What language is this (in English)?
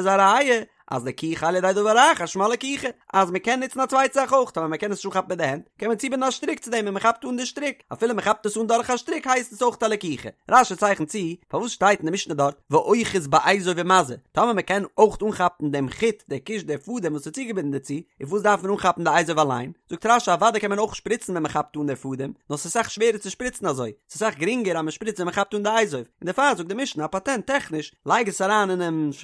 Yiddish